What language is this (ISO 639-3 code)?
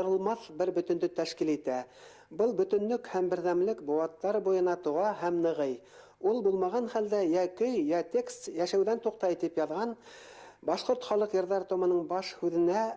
bak